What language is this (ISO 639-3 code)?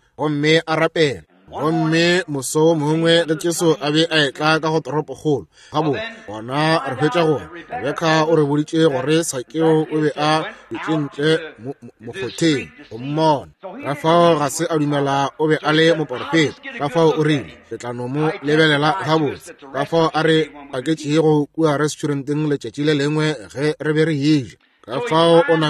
nso